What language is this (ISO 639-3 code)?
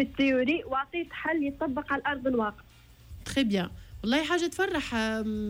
aeb